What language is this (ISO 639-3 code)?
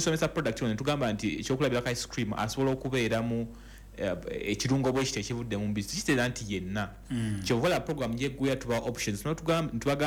lug